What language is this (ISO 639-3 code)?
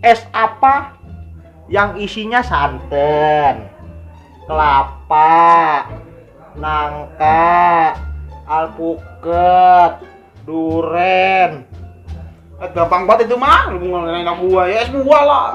bew